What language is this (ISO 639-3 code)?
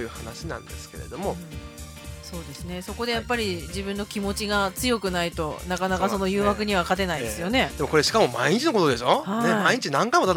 jpn